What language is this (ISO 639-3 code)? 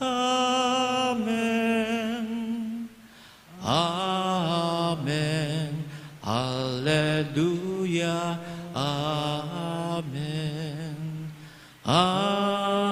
ilo